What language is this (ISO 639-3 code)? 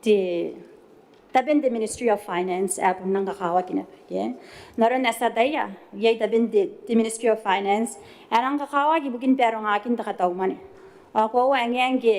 gil